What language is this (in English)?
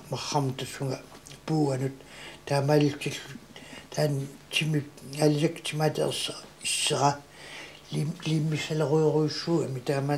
Kalaallisut